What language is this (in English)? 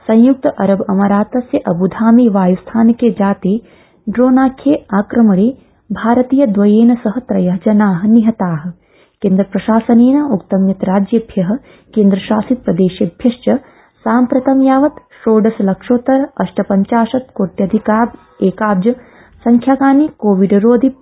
Sanskrit